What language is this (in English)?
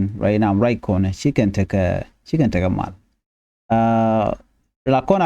Nuer